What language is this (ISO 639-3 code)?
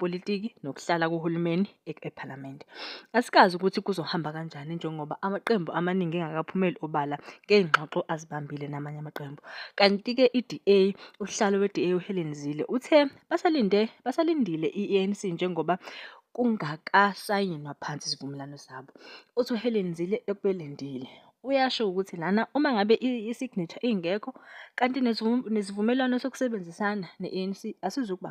zul